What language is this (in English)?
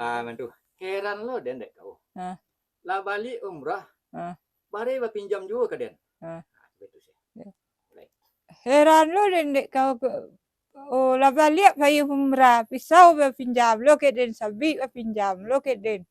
Minangkabau